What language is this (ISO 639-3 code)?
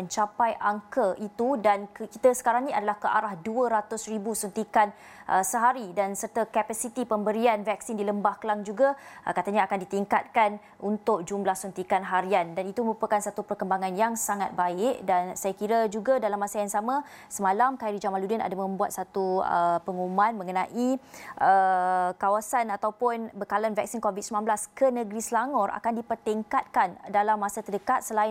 msa